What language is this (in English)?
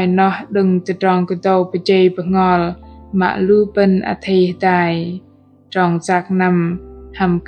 Bahnar